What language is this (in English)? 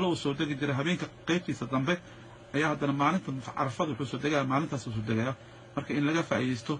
Somali